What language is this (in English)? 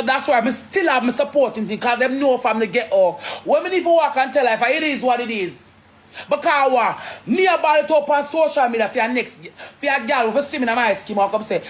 Jamaican Creole English